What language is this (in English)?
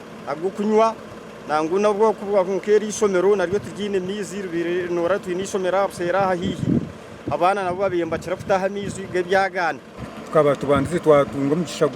Nyankole